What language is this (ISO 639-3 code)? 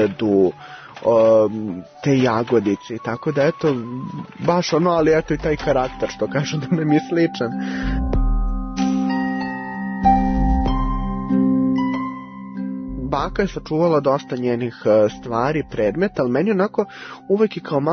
srp